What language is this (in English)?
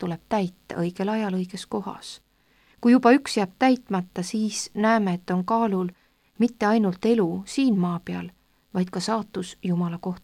Estonian